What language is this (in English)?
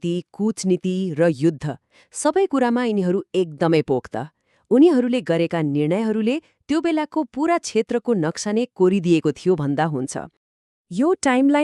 Nepali